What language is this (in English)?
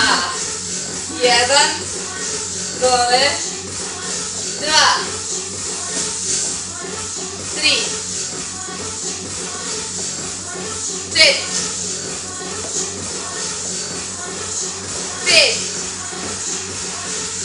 Serbian